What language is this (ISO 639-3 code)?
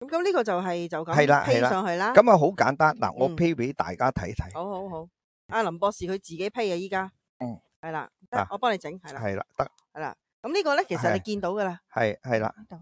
yue